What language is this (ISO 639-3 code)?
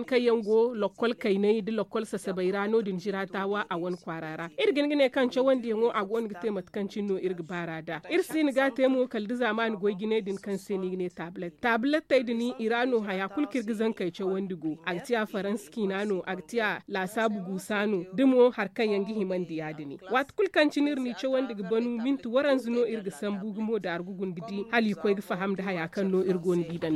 dje